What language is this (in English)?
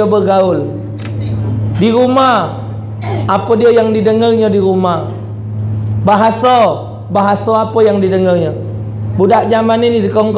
Musi